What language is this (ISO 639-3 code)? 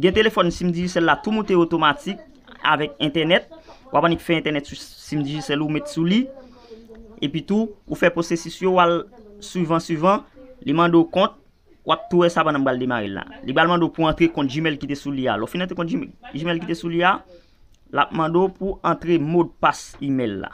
hat